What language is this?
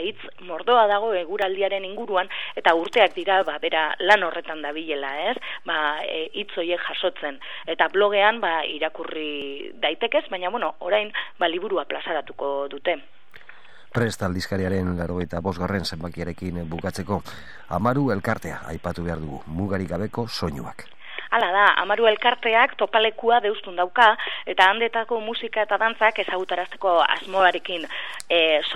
Basque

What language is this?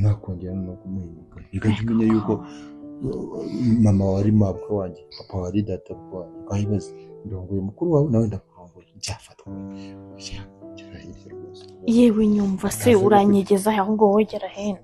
Kinyarwanda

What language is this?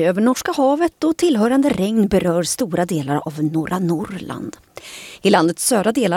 Swedish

